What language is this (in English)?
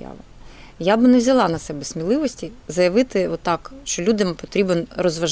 Ukrainian